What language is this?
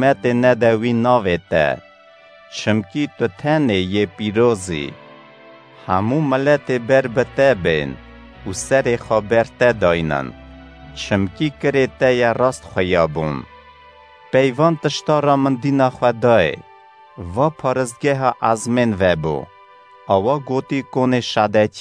Kurdish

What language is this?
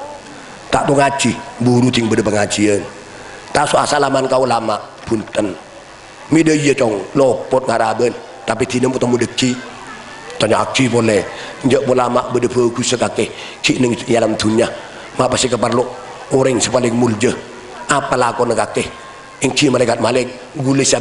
Madurese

